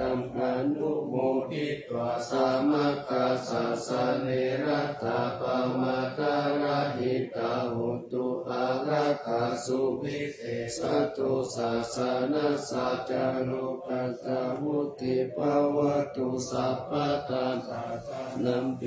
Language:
Pali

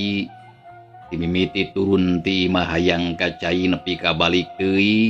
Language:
Sundanese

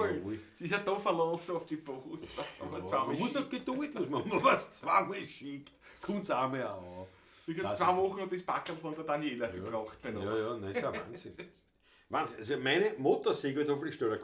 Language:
Bavarian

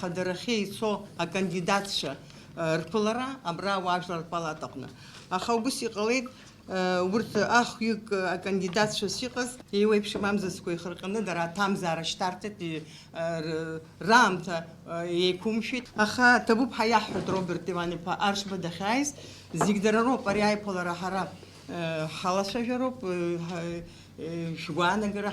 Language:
Abkhazian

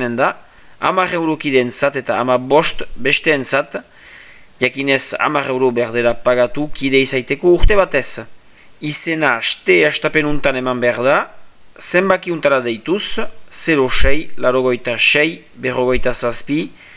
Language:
Basque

